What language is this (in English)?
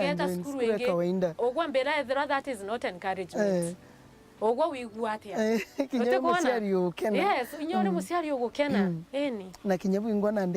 Meru